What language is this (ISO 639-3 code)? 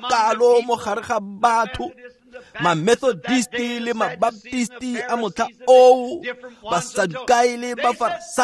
tsn